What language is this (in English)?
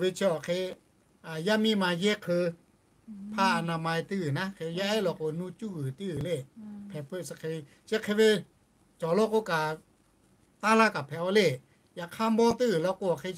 Lahu